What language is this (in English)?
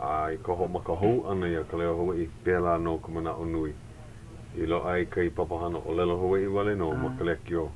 Hawaiian